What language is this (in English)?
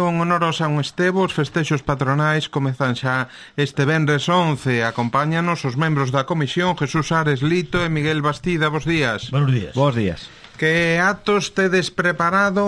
Galician